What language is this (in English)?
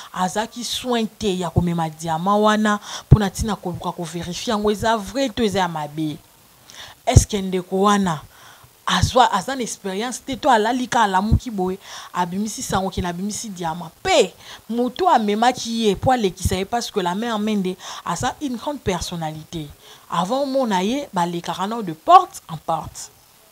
Lingala